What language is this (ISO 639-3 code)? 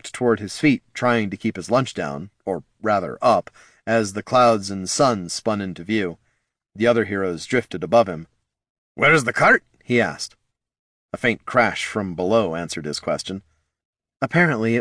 eng